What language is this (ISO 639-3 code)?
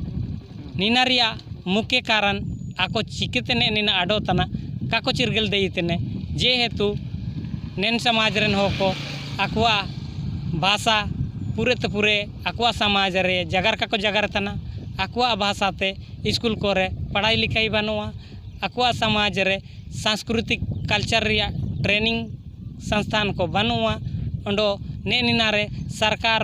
sat